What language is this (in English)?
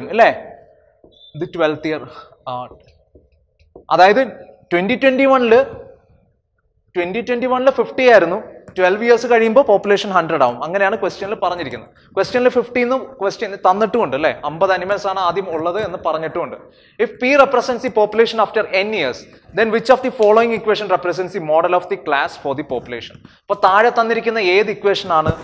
Malayalam